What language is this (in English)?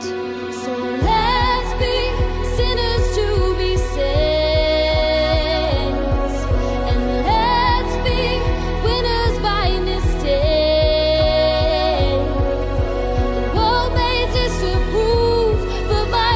English